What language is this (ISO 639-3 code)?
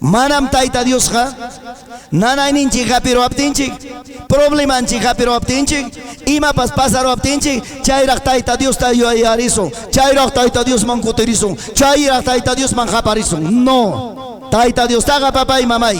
quy